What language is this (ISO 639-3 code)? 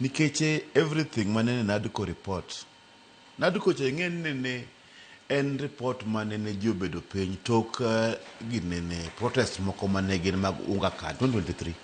luo